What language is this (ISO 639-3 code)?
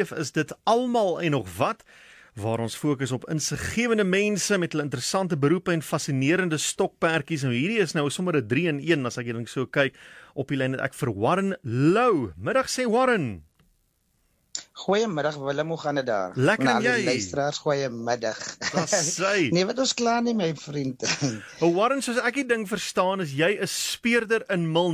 afr